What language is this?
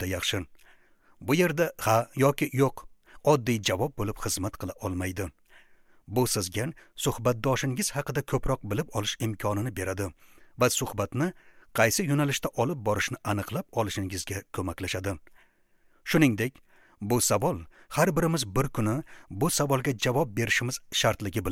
Uzbek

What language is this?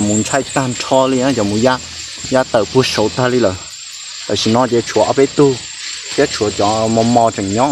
Hmong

